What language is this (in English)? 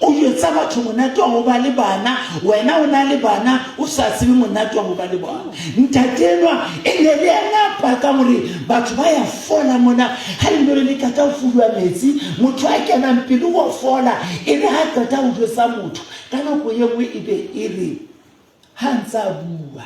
Southern Sotho